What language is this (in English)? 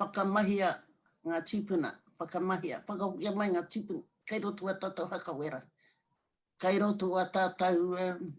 Māori